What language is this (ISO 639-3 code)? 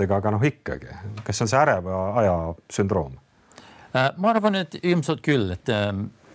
est